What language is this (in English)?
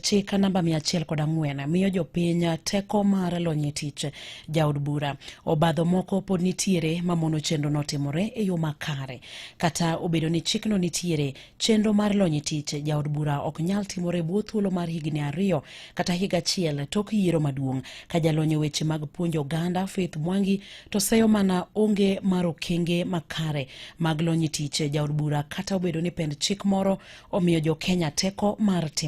Luo (Kenya and Tanzania)